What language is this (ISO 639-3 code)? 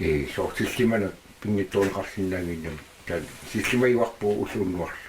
kal